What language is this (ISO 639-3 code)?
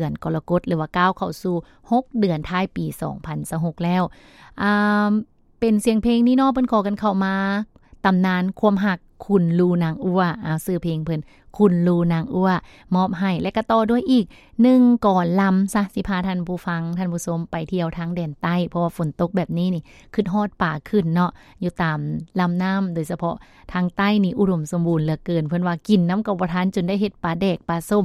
lao